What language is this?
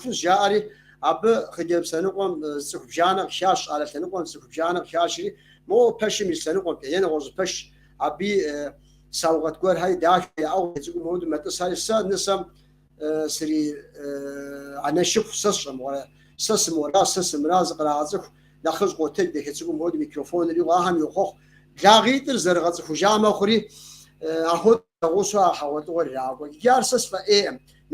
Kabardian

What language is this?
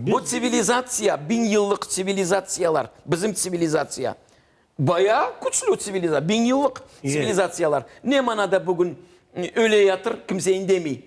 Crimean Tatar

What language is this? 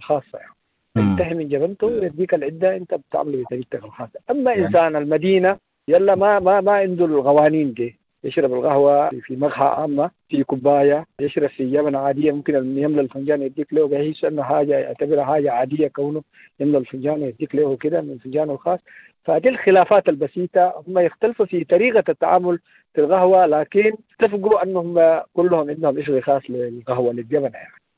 Sudanese Arabic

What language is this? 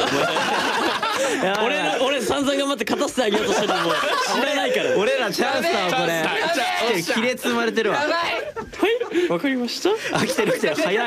Japanese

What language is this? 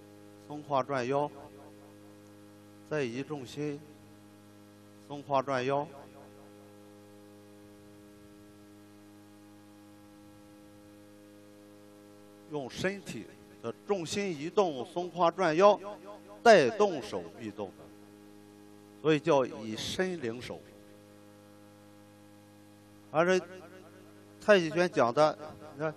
Chinese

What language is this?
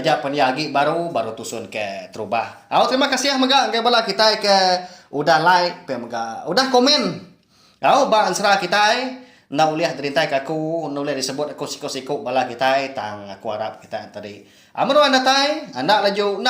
Iban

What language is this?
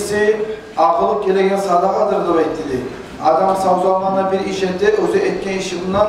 Kumyk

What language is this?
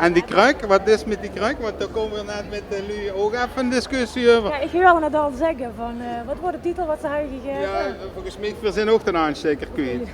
Limburgish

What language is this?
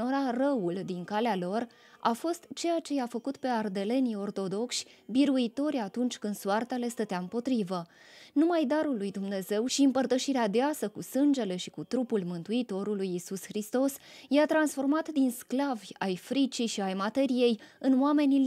Romanian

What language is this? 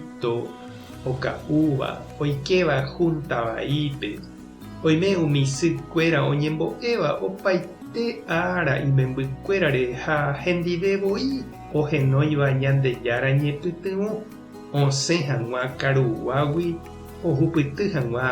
Guarani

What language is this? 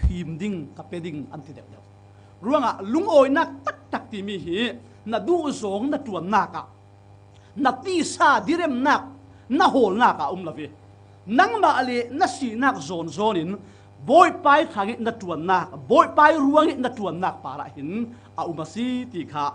Falam Chin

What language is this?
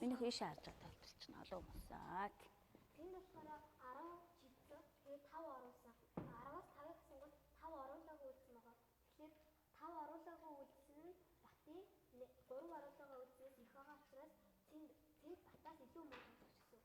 Mongolian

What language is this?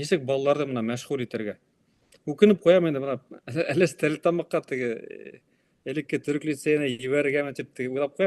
Bashkir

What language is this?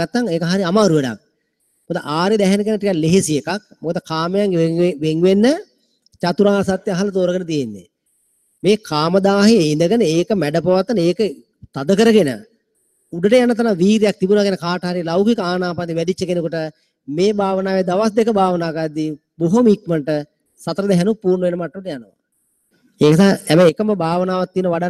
Sinhala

